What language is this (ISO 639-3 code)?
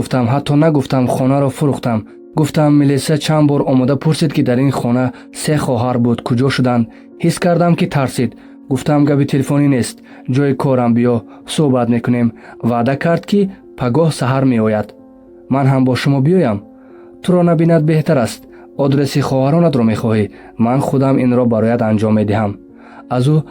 tgk